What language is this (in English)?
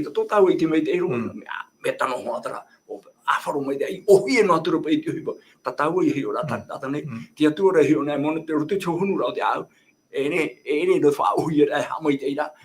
Tahitian